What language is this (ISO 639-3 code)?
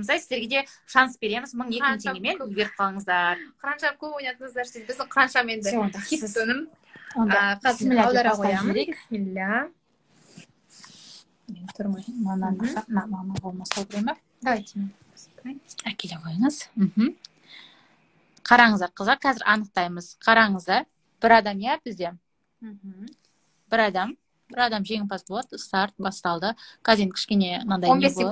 kaz